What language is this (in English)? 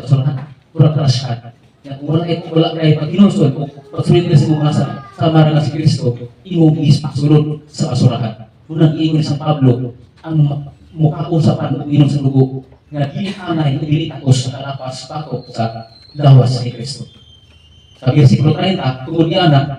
Cebuano